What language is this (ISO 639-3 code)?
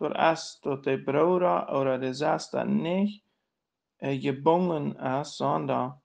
pdt